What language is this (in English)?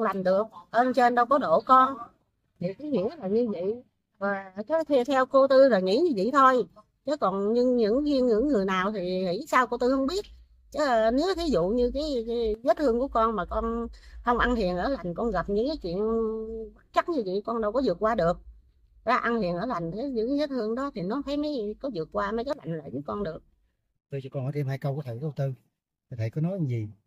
Vietnamese